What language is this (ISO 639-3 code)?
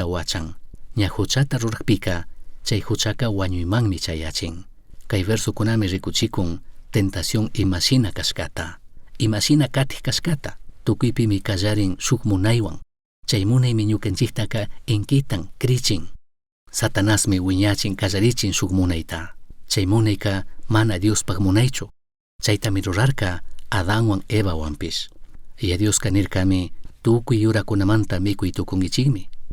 qug